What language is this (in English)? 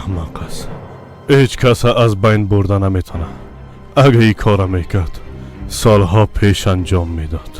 Persian